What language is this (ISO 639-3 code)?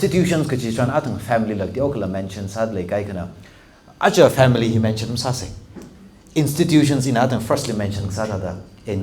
nmf